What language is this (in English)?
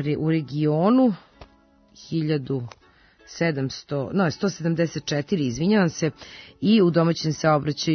Serbian